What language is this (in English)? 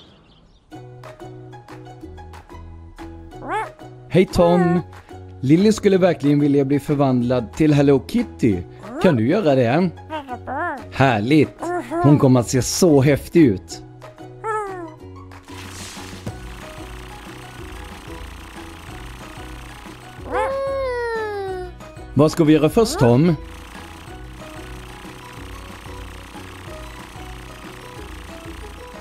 Swedish